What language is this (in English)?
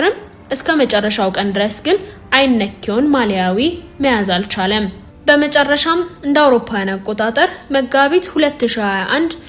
Amharic